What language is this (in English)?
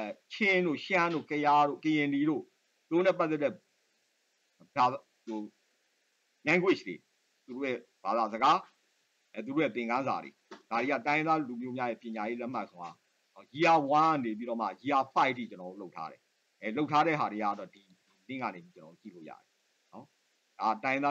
Burmese